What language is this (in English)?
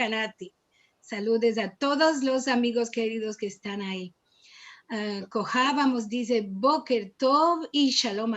Ladino